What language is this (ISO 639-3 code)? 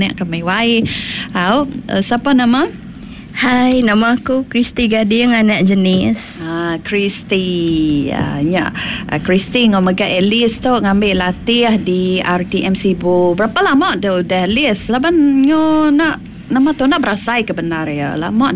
iba